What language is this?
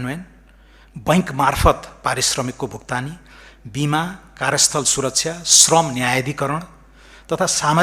Nepali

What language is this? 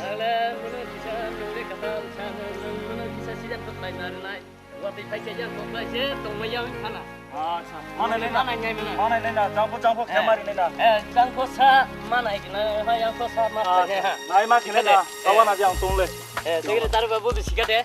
Riang (India)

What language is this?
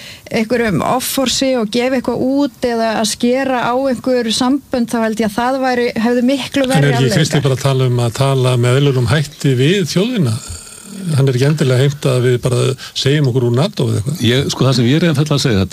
Icelandic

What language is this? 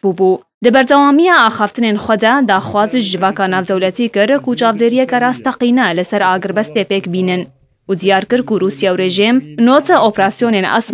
Kurdish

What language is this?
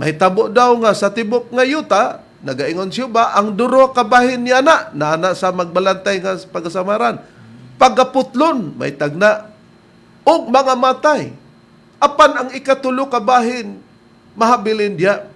Cebuano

